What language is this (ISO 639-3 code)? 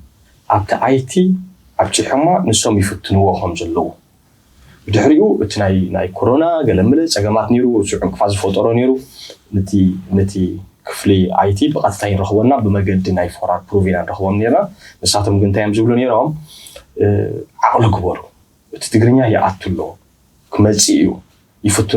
tir